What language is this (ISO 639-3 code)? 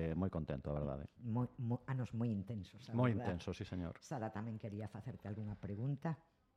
glg